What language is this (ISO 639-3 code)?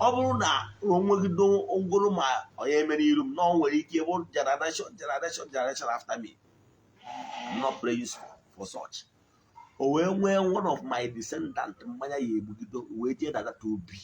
ibo